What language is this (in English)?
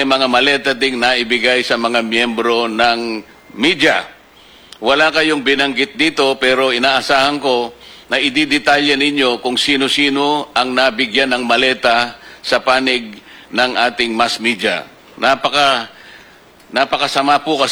Filipino